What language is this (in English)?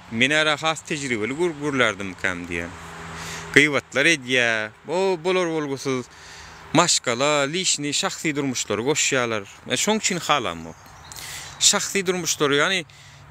Turkmen